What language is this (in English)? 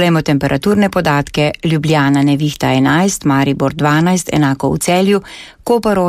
Slovenian